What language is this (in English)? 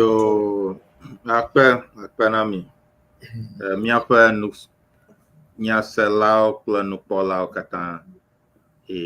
Ewe